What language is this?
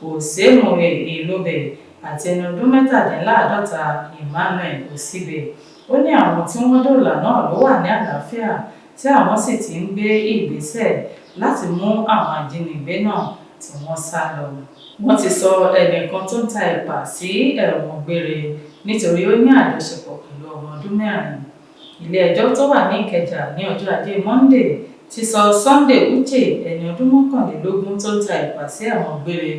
Yoruba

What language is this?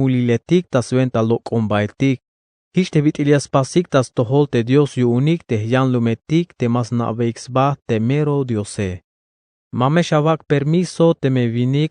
Tzeltal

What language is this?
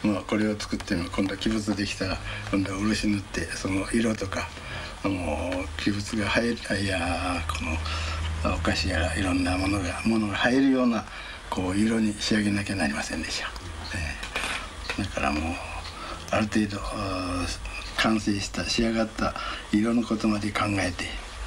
Japanese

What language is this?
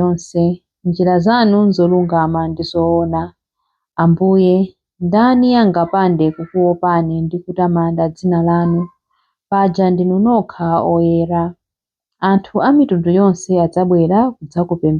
Nyanja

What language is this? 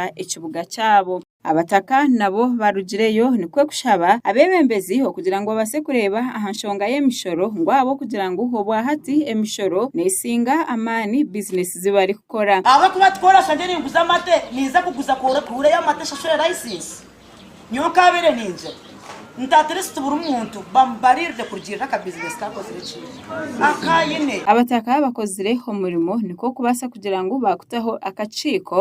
Nyankole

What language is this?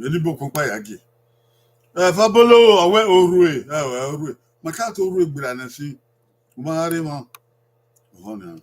Bini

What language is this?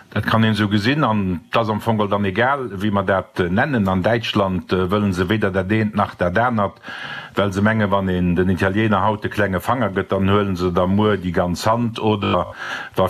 Luxembourgish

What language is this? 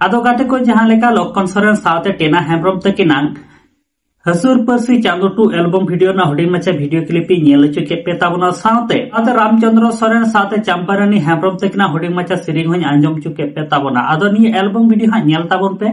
Santali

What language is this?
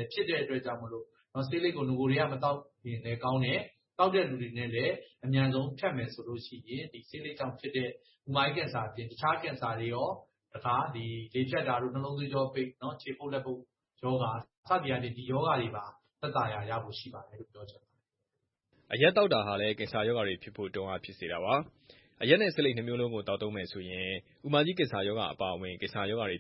Burmese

